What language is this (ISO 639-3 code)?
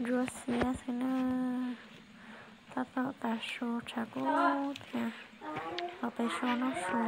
hmn